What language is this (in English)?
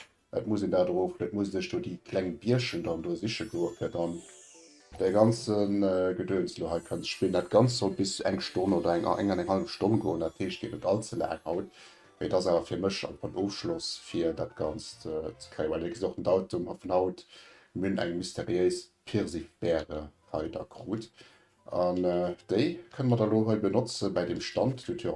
Luxembourgish